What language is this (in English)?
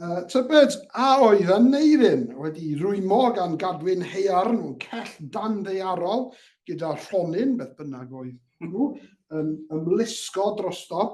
Welsh